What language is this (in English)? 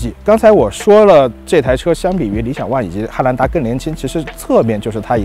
Chinese